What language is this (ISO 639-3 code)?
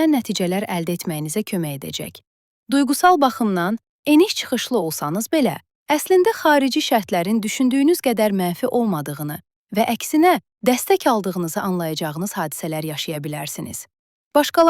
aze